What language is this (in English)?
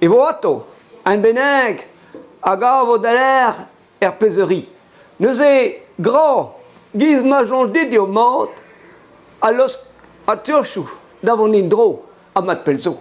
Breton